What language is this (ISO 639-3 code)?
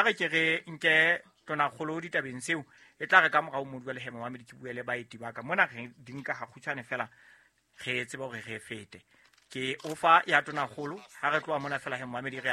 sot